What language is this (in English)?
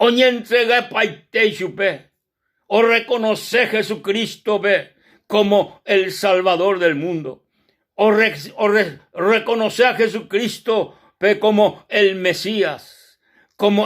Guarani